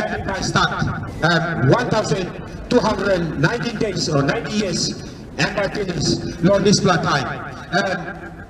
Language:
Tok Pisin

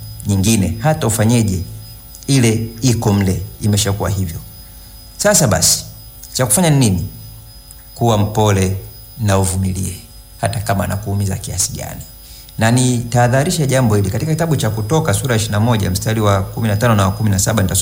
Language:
Swahili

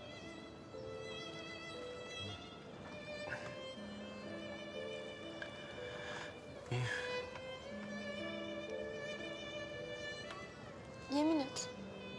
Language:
Turkish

